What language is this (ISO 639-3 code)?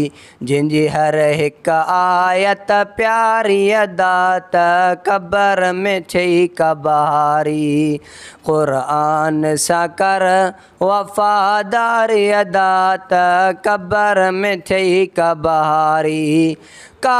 snd